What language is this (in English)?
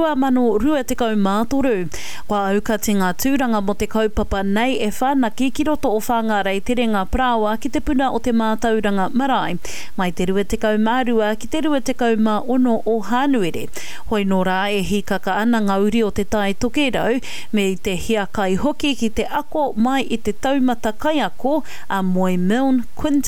Māori